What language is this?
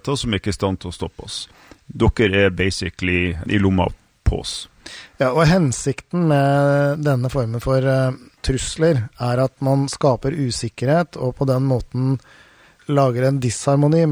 Norwegian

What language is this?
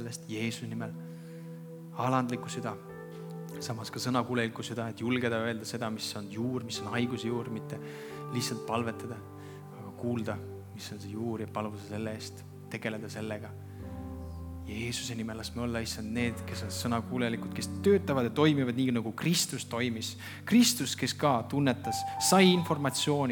Estonian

